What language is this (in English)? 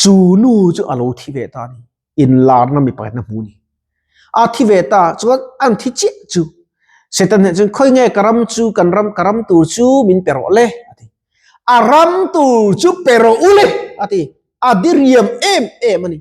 Mizo